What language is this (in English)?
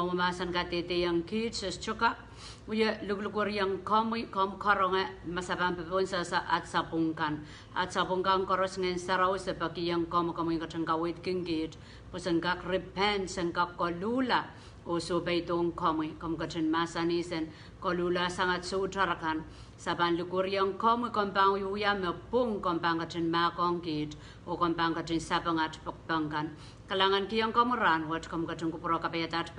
Pohnpeian